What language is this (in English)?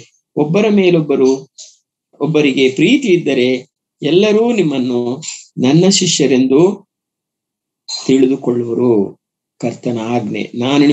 Kannada